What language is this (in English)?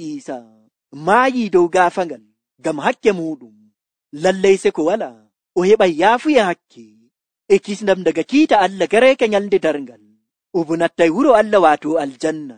Nigerian Fulfulde